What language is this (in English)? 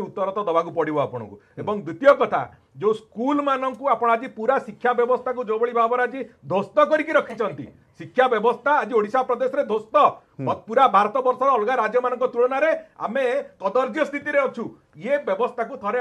Odia